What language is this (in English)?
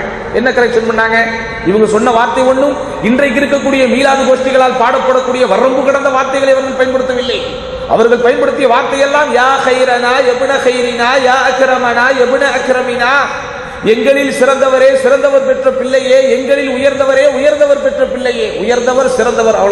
Tamil